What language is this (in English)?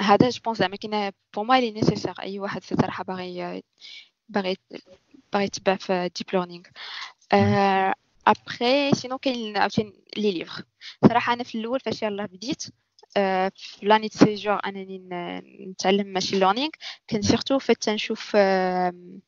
Moroccan Arabic